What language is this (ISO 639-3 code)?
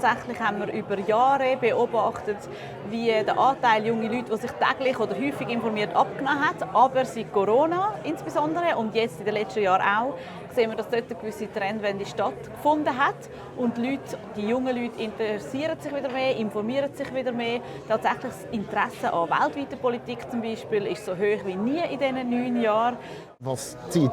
gsw